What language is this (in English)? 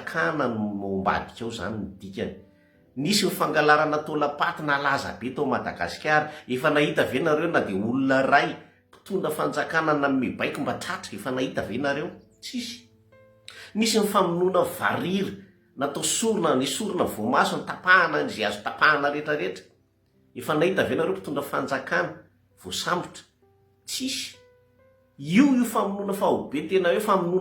Malagasy